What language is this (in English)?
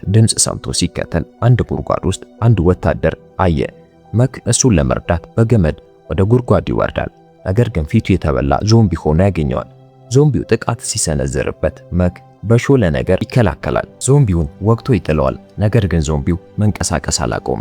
Amharic